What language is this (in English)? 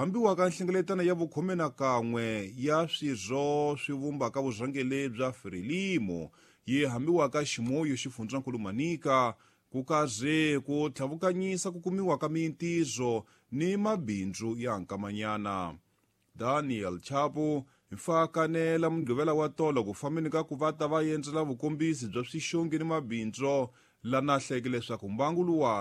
Tsonga